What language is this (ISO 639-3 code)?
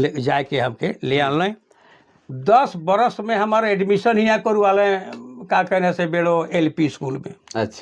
sck